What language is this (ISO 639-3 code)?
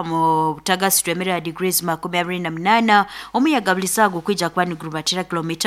nyo